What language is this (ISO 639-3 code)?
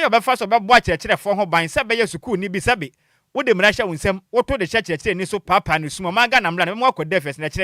aka